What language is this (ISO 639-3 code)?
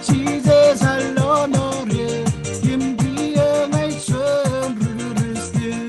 mah